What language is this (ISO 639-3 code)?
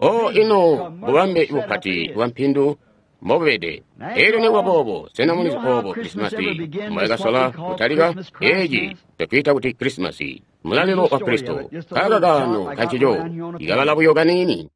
toi